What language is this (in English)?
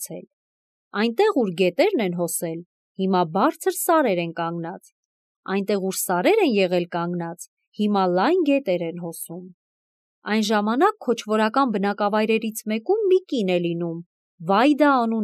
Armenian